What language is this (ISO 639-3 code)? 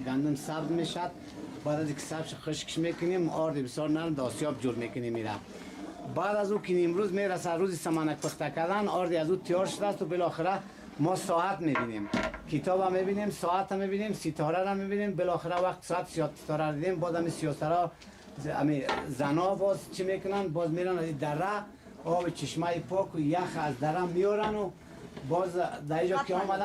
fas